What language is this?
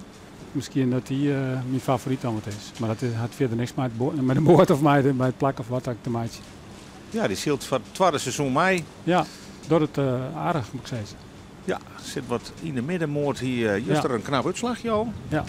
Western Frisian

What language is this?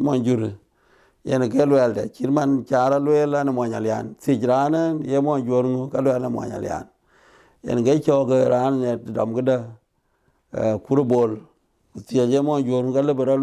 Dinka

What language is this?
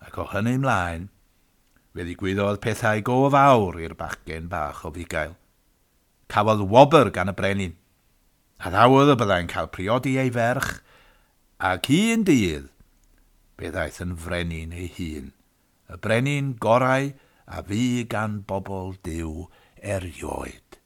Welsh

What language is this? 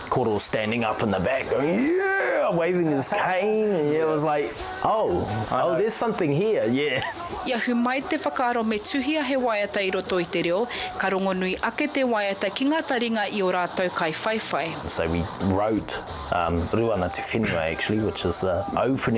Māori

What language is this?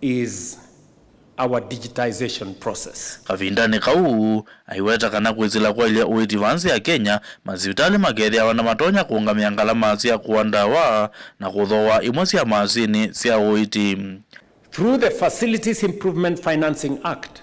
Kamba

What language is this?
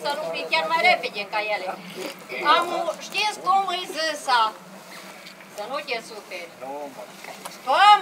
Romanian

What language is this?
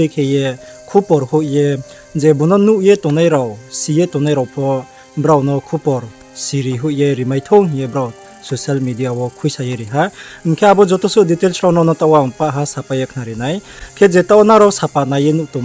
Riang (India)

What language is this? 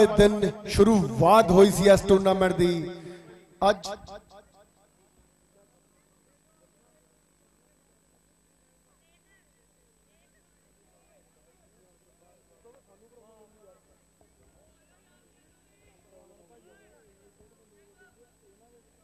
Punjabi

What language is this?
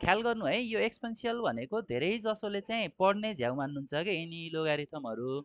Nepali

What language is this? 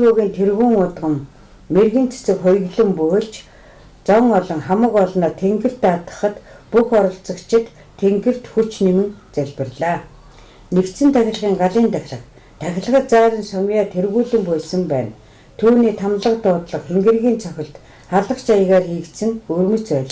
Mongolian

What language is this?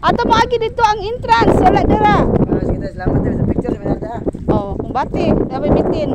Cebuano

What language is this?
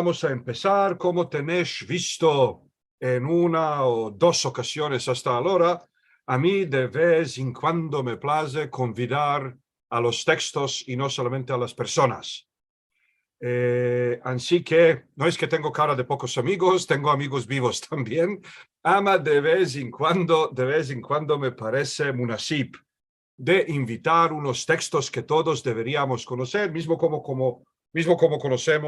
Ladino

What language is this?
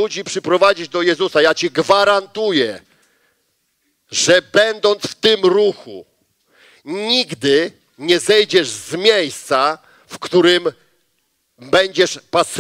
Polish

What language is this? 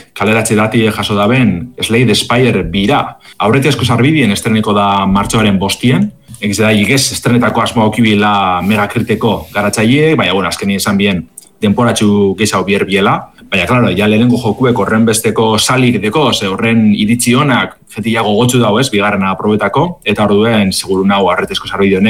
Basque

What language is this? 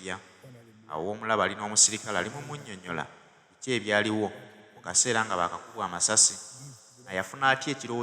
Ganda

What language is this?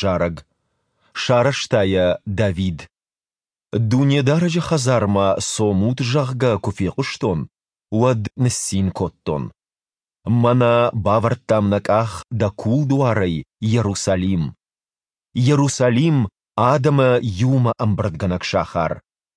Ossetic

